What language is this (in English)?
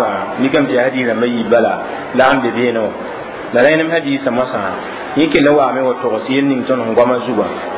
Mossi